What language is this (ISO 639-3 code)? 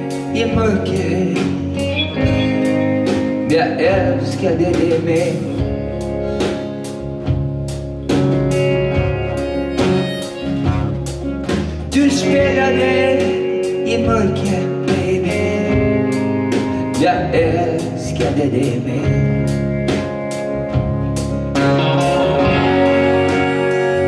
swe